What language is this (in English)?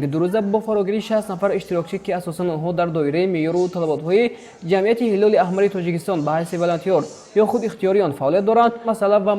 Tajik